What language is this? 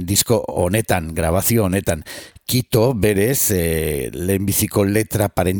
Basque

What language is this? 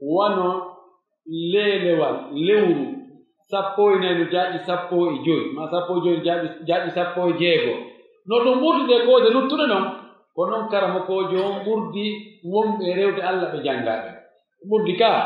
Pular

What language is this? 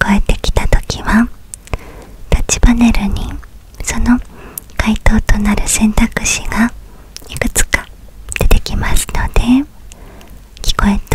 Japanese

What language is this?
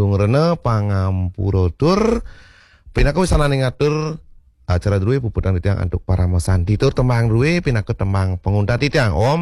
Balinese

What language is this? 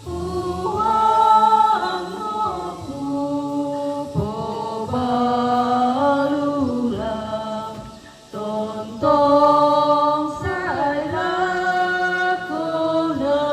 Toraja-Sa'dan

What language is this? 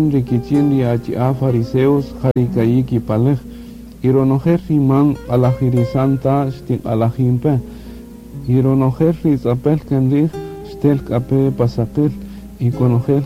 Kaqchikel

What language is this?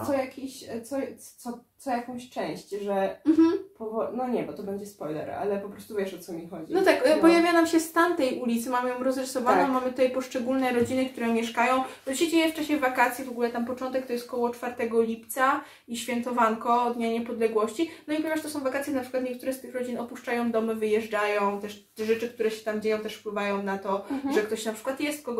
Polish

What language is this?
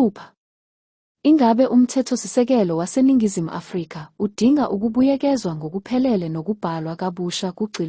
Zulu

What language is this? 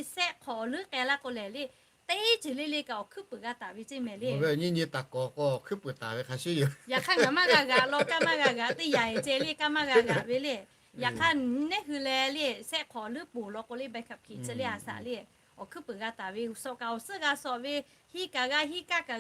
Lahu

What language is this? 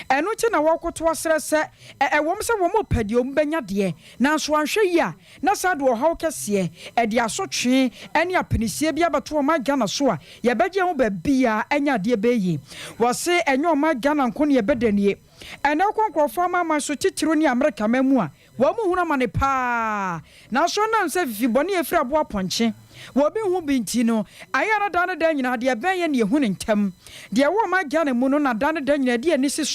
Akan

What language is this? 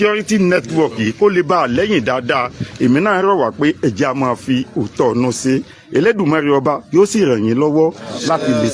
Yoruba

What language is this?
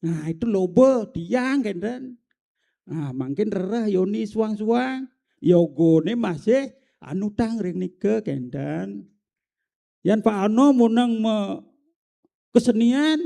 Balinese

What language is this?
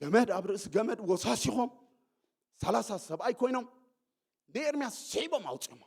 Tigrinya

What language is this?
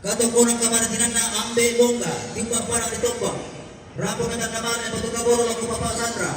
Toraja-Sa'dan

